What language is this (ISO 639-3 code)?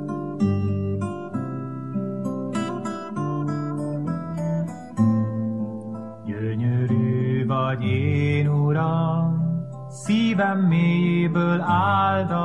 hun